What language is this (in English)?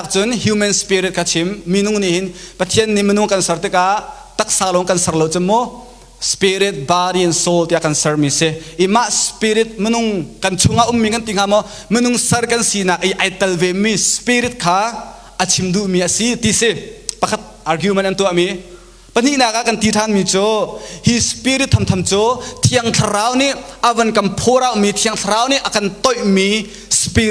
Hakha Chin